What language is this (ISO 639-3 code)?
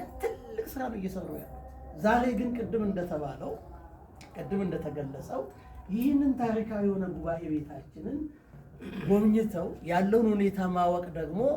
amh